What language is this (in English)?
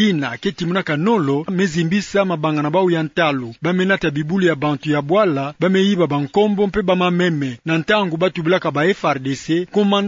Kituba (Democratic Republic of Congo)